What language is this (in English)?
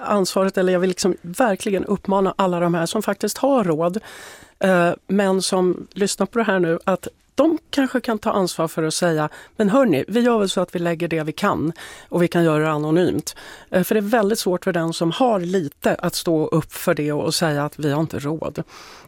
Swedish